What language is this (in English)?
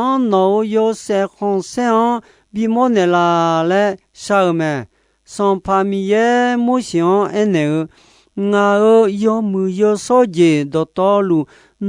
Akha